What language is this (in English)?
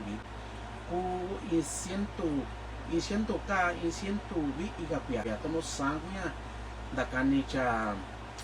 Mixtepec Mixtec